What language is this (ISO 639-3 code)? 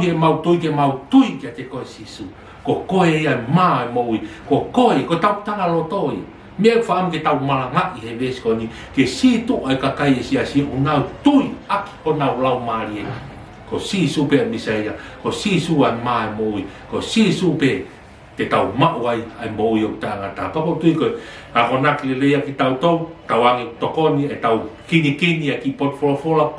ton